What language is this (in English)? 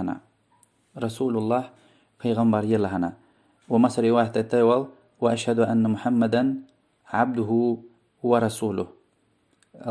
Lezghian